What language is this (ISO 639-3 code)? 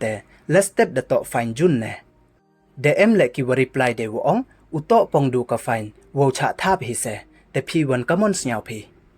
pbv